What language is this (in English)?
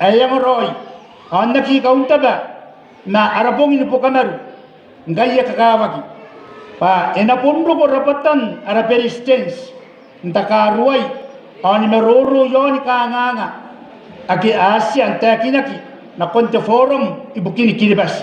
Gilbertese